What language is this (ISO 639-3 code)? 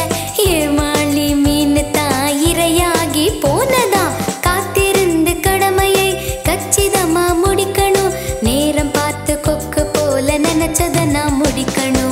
tam